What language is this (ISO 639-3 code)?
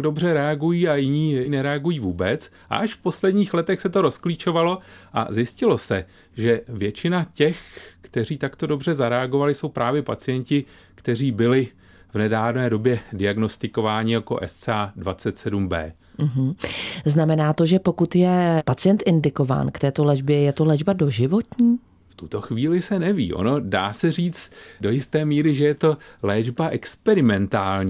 ces